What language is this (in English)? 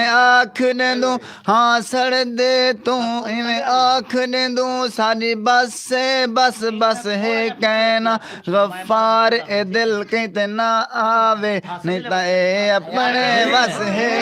Saraiki